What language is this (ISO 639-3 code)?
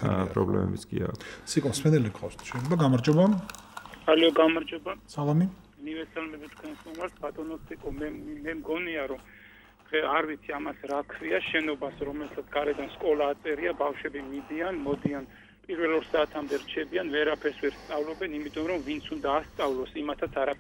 kat